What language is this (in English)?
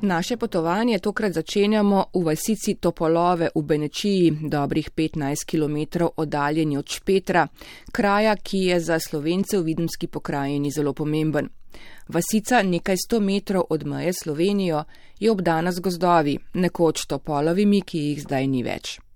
Slovenian